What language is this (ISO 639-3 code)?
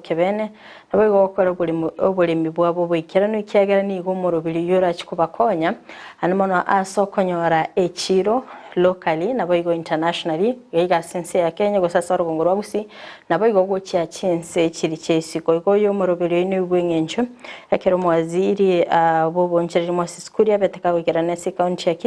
guz